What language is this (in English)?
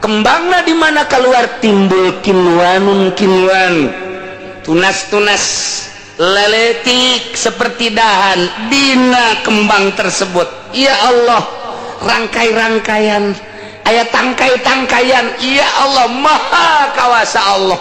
Sundanese